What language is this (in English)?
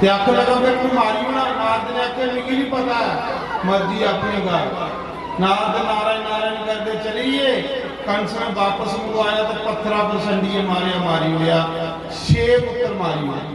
Dogri